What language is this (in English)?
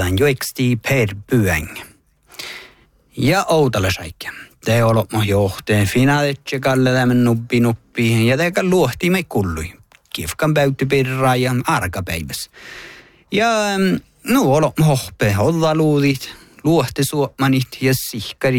Northern Sami